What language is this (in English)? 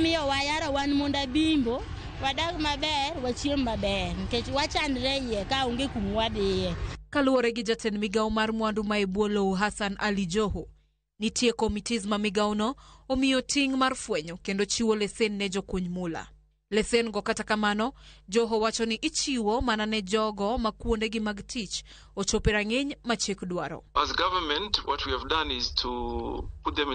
Luo (Kenya and Tanzania)